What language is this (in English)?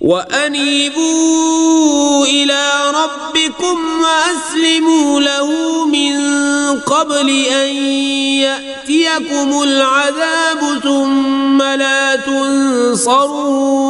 Kashmiri